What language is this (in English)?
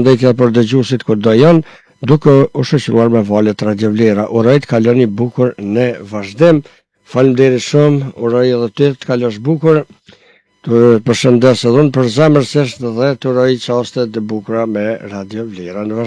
Albanian